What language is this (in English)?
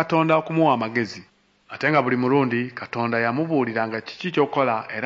Ganda